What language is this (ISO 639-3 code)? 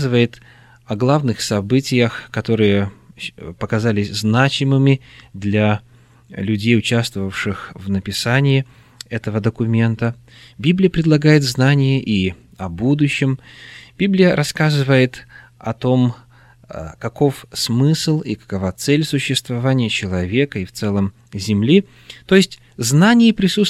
rus